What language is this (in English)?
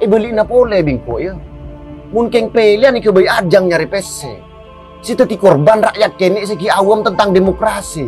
Madurese